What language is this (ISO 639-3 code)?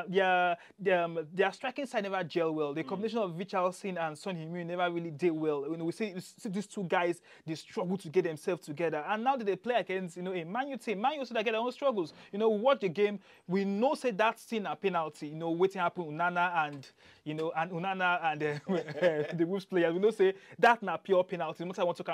pcm